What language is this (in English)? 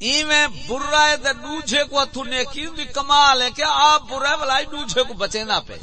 Saraiki